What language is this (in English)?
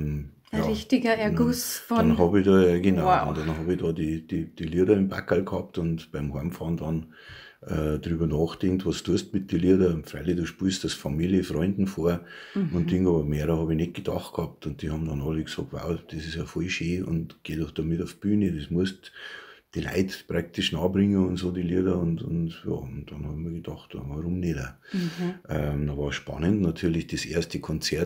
Bavarian